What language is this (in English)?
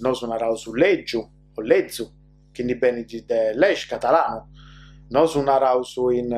Sardinian